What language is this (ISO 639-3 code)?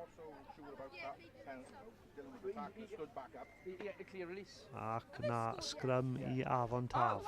cym